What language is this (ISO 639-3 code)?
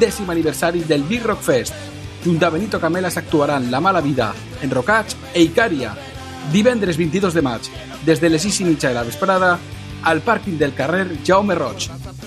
cat